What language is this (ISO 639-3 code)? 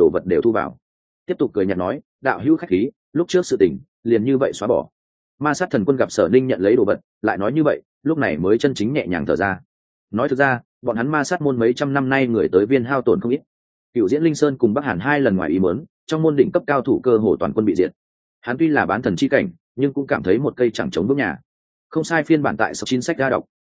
vie